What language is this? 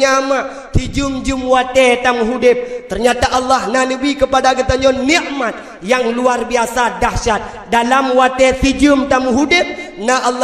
Achinese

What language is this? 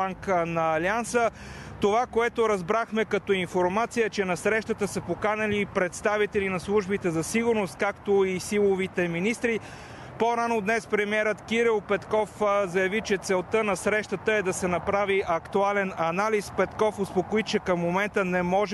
Bulgarian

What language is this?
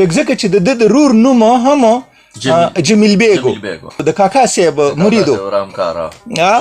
Pashto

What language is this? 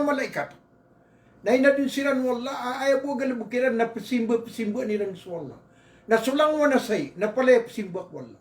Maranao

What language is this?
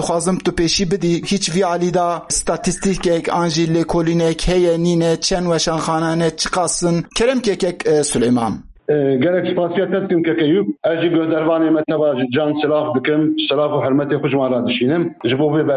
Kurdish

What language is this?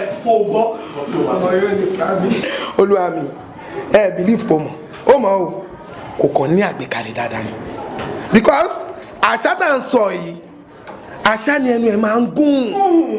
Yoruba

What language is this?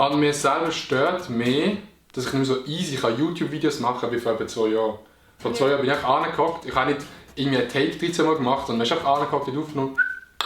Swiss German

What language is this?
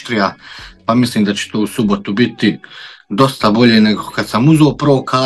Croatian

